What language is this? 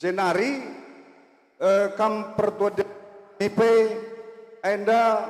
Batak Karo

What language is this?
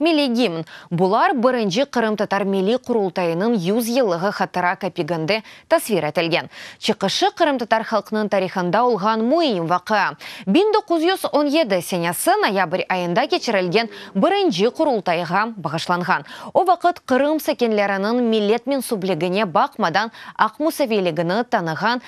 Crimean Tatar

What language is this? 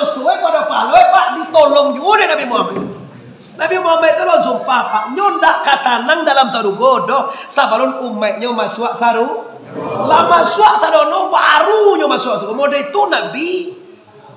Minangkabau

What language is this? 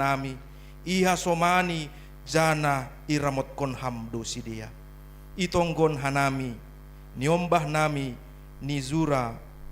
Batak Simalungun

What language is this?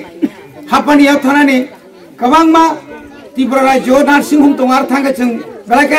Kok Borok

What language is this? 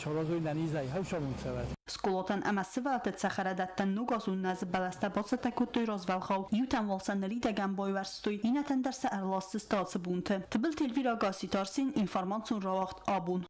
Ossetic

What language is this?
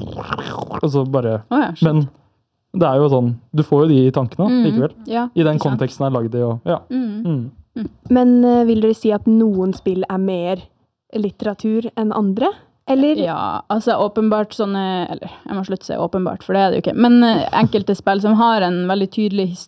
Norwegian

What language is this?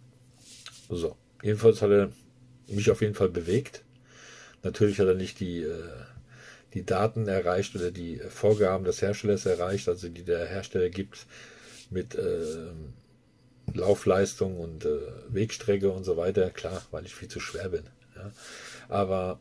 German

